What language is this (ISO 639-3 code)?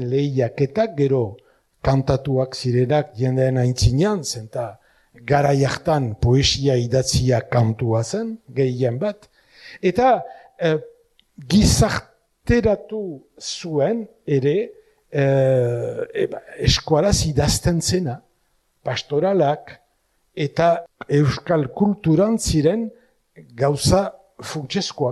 eus